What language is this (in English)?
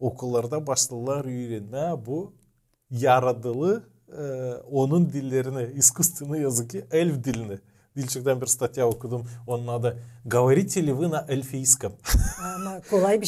Gagauz